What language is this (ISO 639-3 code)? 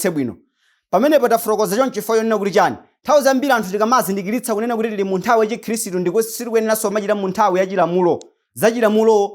nya